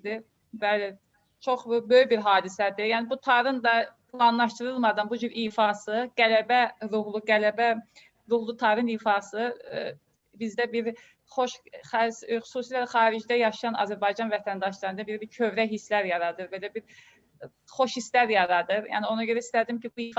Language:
Azerbaijani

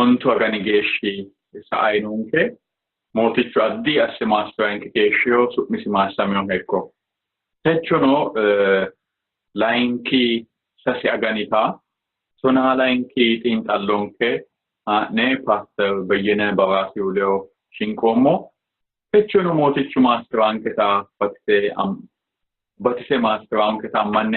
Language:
Sidamo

